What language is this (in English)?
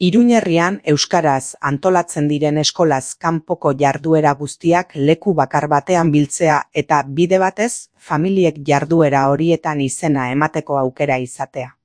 Basque